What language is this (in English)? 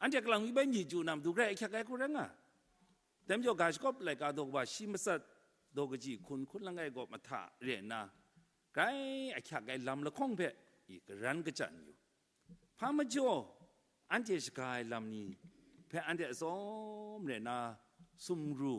Kachin